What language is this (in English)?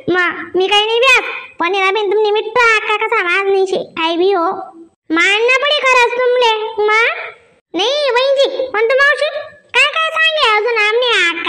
Khandesi